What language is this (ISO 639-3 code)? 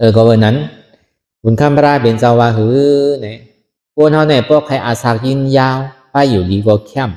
shn